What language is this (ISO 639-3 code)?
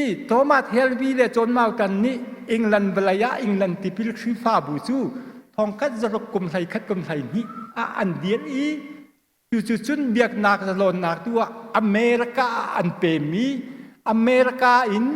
cnh